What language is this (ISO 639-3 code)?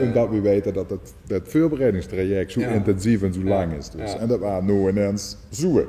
lim